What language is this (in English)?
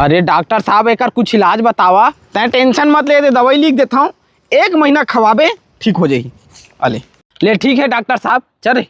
Chhattisgarhi